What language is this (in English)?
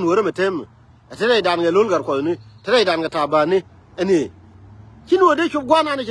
Nuer